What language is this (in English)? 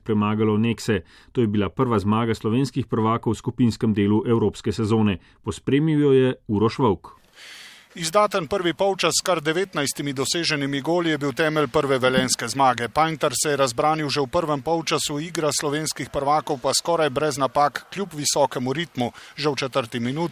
Slovenian